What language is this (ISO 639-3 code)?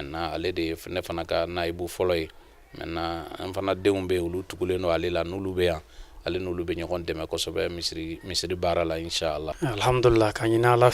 bam